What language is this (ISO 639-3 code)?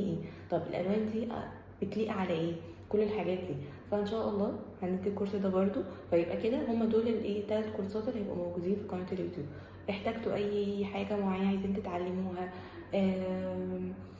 arz